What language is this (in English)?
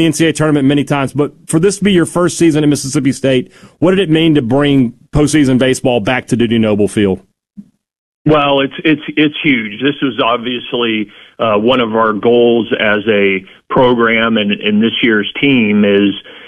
English